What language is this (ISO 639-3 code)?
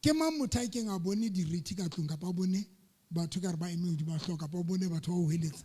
sot